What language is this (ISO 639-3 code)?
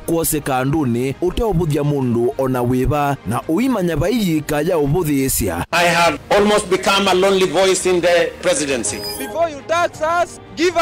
kam